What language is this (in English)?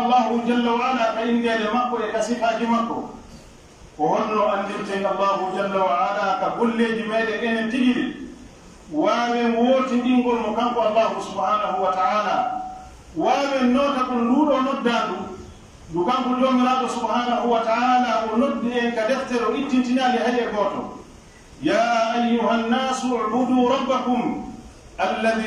Pular